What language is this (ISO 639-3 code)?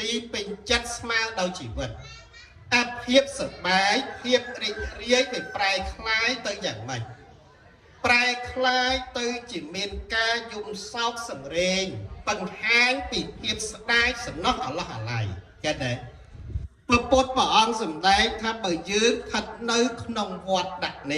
khm